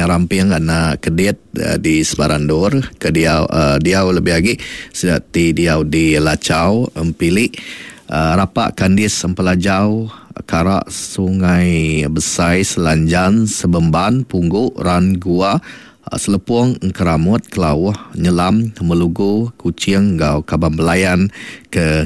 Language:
Iban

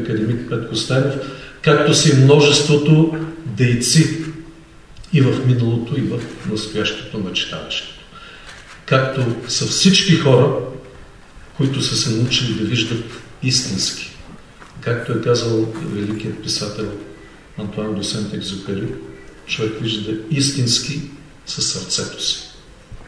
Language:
Bulgarian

